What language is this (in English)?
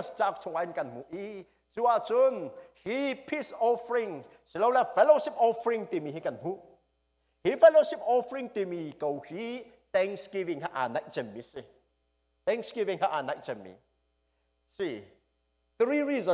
Hakha Chin